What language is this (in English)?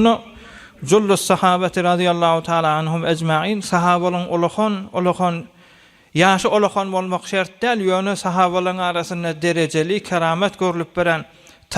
Turkmen